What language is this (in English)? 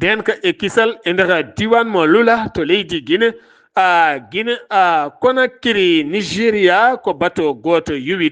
Fula